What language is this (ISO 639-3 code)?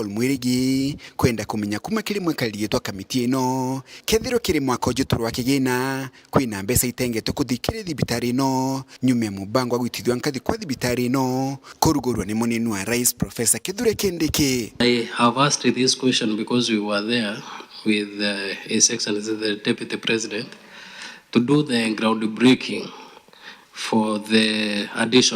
mer